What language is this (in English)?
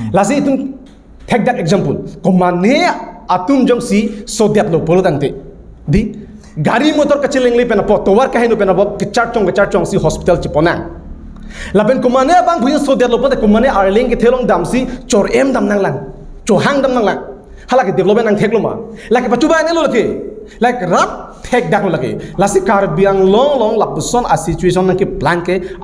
Karbi